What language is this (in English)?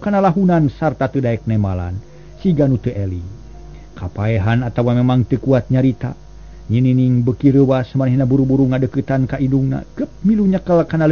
Sundanese